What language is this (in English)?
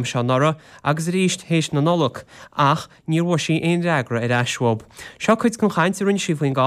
Irish